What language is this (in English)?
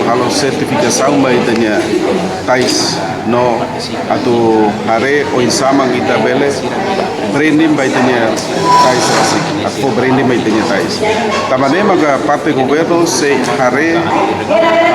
Tetum